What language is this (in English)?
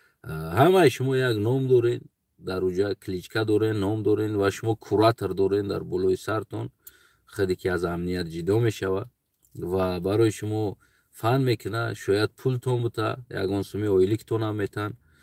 Tajik